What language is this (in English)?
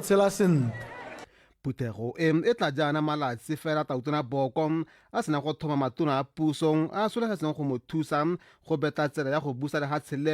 Tswana